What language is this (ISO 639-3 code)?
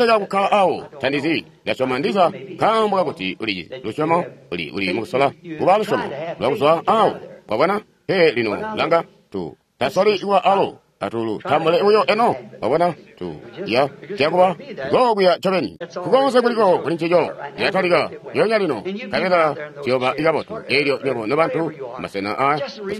toi